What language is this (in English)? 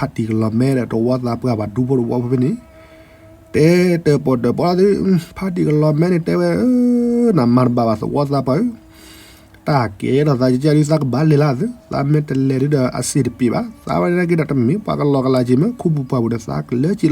S'gaw Karen